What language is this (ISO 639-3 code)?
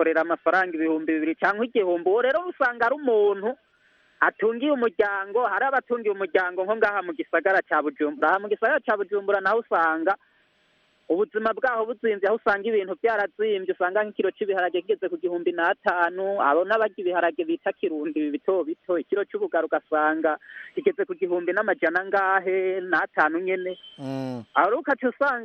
run